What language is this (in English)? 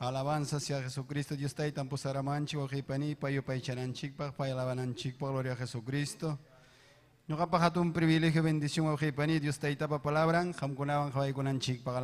Ayacucho Quechua